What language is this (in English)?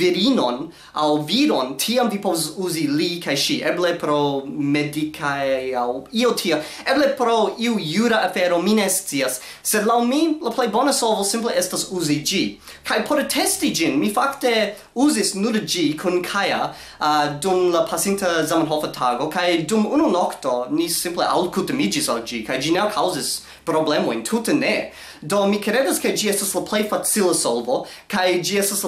Esperanto